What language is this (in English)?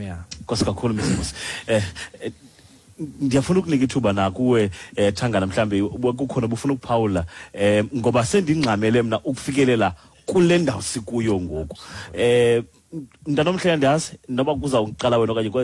Xhosa